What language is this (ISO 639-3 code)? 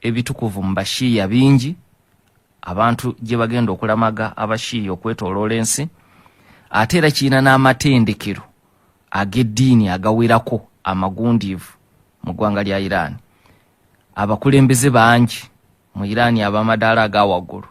lug